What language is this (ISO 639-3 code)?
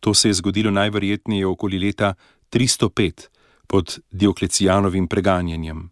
slv